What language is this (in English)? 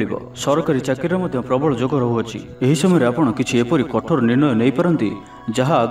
Odia